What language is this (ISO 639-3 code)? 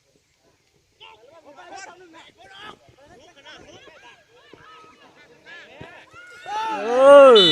lao